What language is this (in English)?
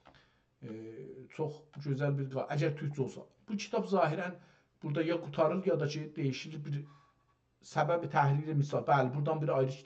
South Azerbaijani